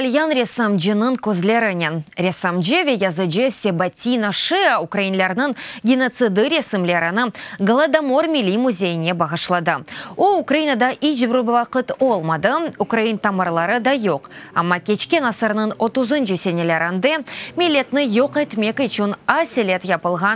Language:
Crimean Tatar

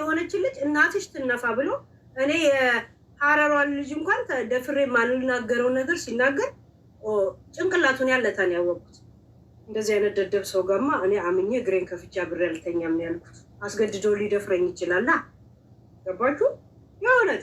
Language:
Amharic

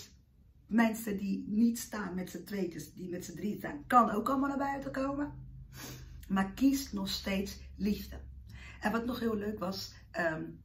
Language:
Dutch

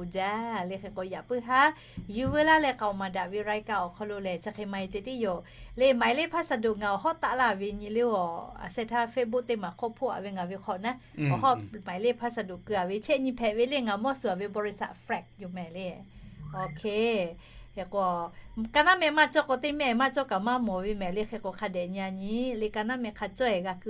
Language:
Lahu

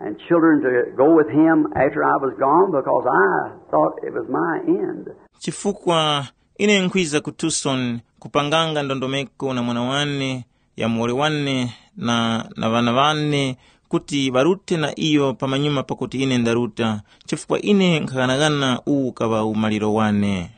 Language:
Tumbuka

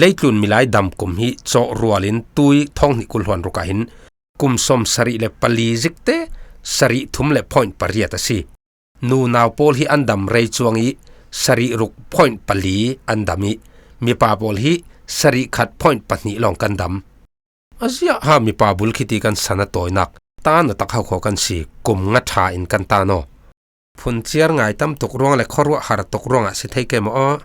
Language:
Falam Chin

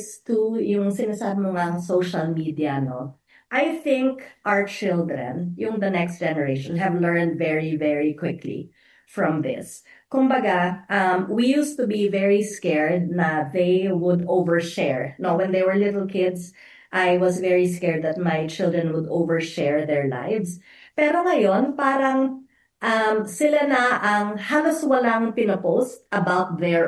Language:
Filipino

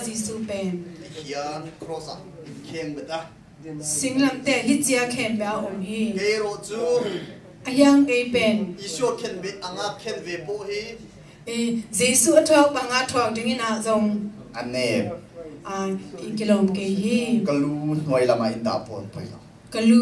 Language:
Tedim Chin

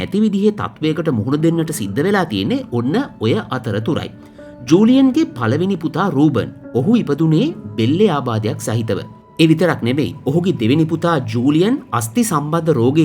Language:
Sinhala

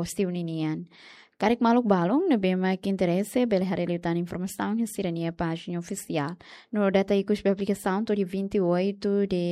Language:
Tetum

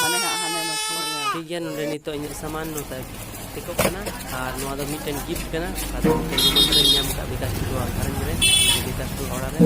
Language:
Santali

